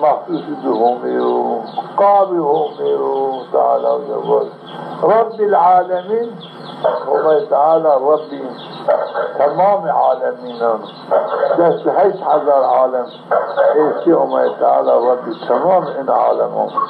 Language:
Zaza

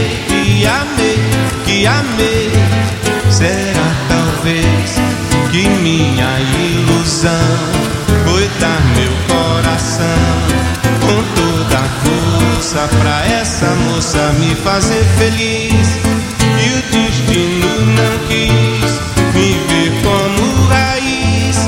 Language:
Portuguese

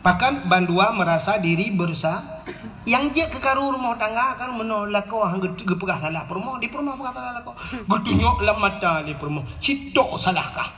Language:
Achinese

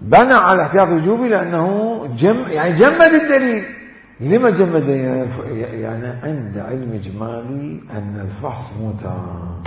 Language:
Mesopotamian Arabic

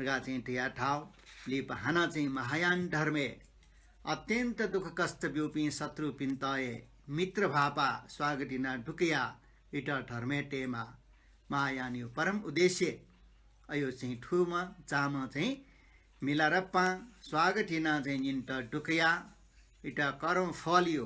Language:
Newari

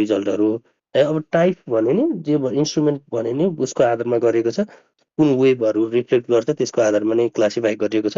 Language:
Nepali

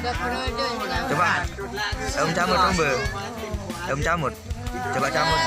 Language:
Sasak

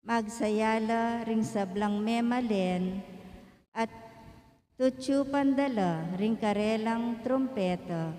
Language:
Pampanga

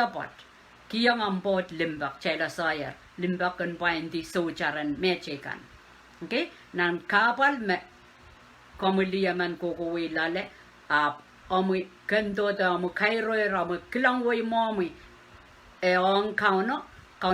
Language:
Pohnpeian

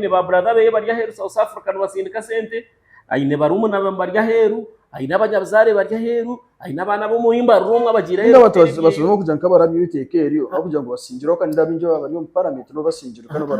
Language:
Nyankole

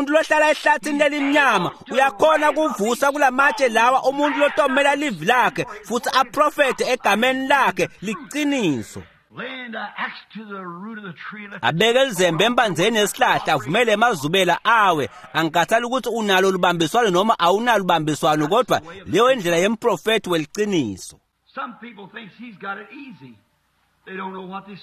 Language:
Swati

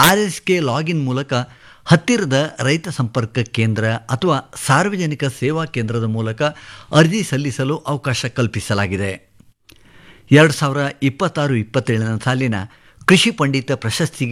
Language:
Kannada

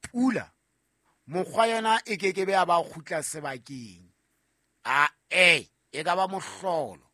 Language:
Southern Sotho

